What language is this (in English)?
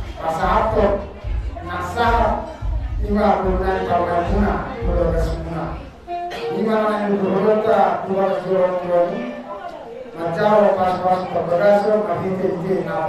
Batak Toba